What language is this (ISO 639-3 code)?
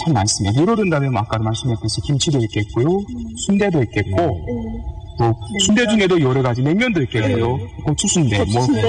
kor